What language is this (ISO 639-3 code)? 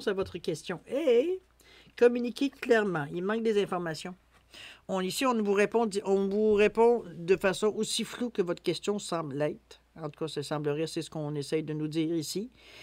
fra